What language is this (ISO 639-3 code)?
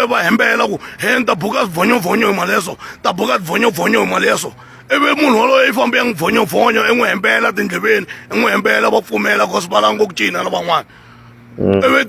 tso